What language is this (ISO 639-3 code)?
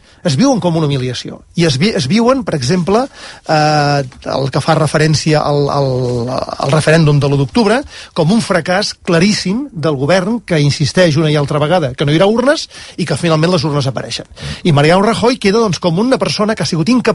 cat